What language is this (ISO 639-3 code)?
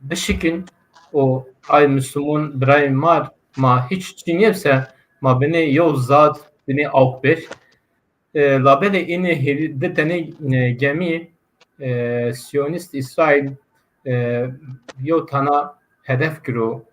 zza